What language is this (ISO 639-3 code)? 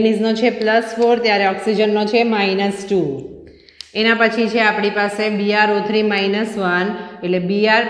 guj